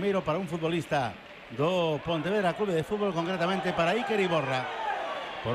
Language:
Galician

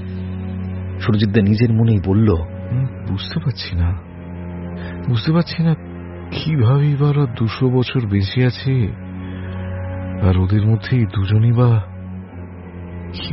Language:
Bangla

